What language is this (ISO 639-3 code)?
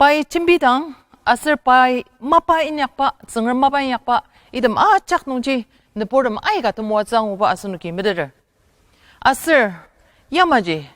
njo